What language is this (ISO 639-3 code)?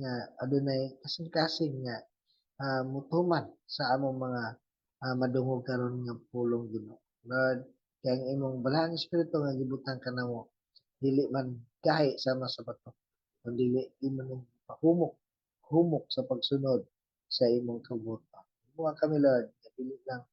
ceb